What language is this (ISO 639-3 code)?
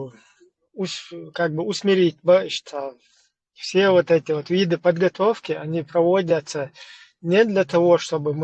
che